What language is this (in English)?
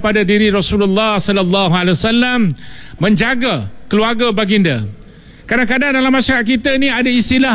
Malay